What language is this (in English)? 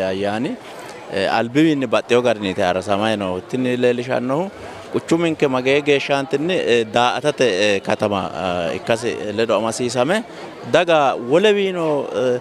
Sidamo